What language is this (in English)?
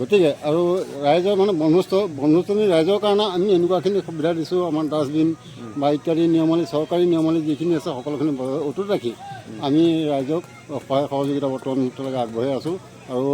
Assamese